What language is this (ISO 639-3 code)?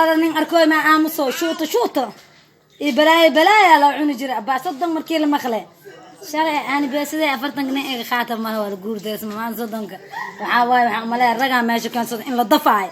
som